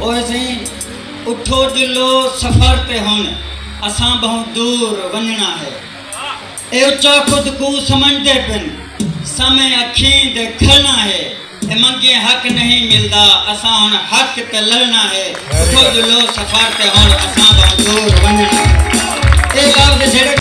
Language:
Saraiki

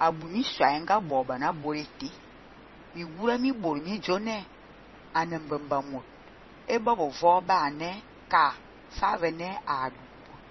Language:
Fang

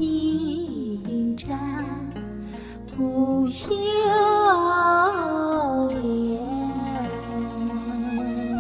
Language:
Chinese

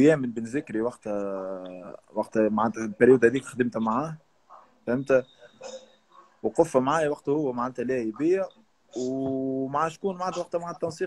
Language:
Tunisian Arabic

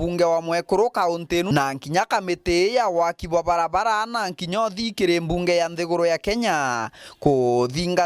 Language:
Meru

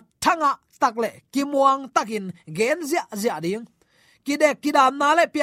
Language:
Tedim Chin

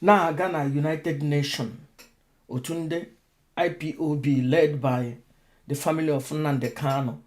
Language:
Igbo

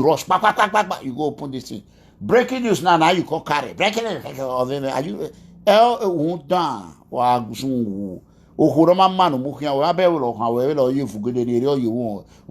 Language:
Nigerian Pidgin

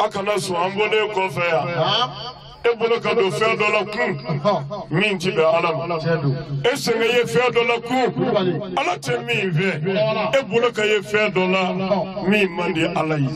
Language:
Bambara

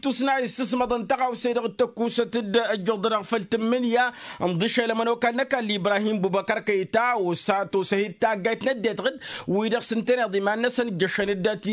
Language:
Tamasheq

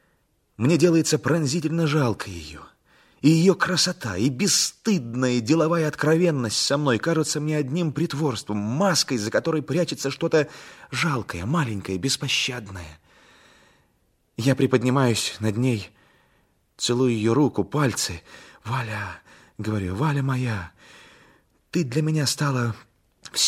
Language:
Russian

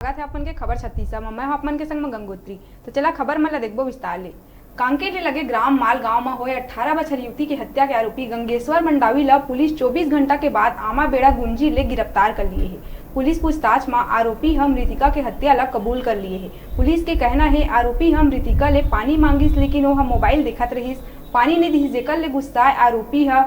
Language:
Chhattisgarhi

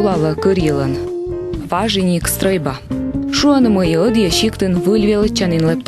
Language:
Komi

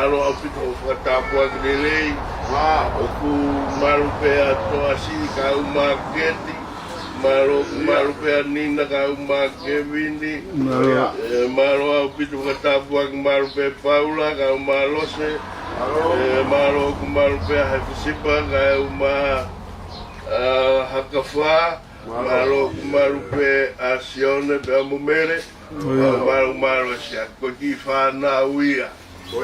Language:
Tongan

